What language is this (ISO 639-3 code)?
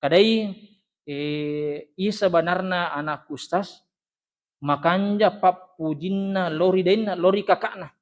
bug